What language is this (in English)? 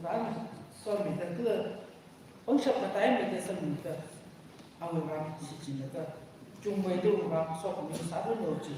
Tangkhul Naga (India)